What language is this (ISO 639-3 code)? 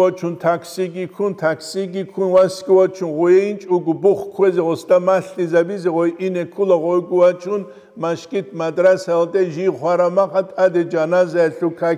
ava